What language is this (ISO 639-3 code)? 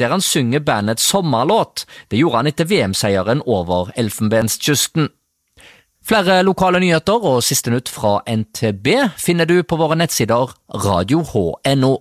nor